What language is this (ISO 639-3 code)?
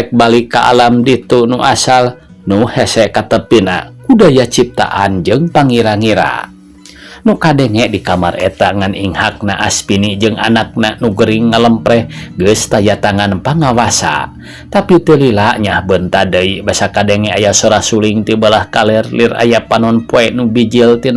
sun